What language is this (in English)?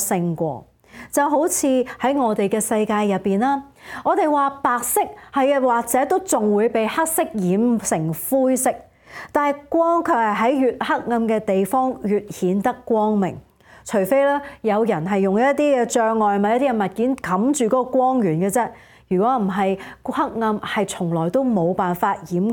Cantonese